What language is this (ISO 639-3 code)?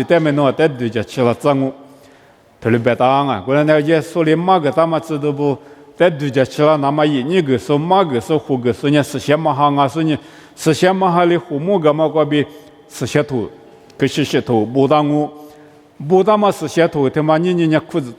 lis